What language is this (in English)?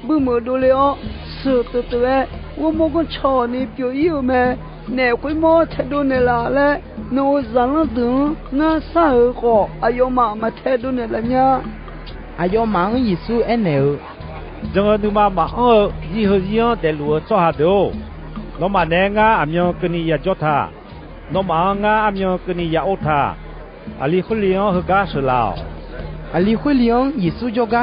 Akha